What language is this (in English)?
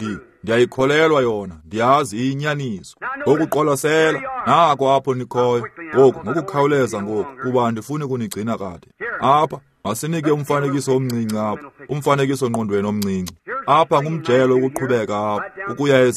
Xhosa